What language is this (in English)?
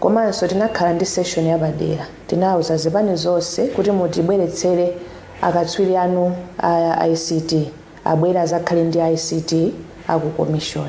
Nyanja